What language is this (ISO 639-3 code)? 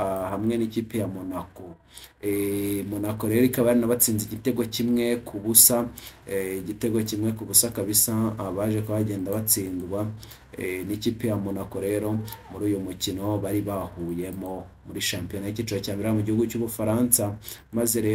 kin